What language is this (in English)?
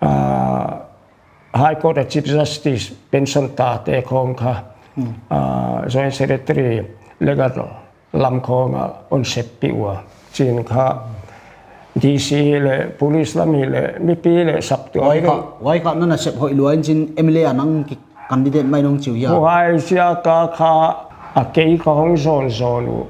Paite Chin